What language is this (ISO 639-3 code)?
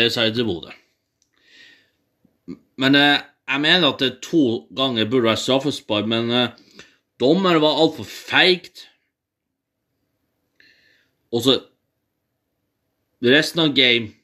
nor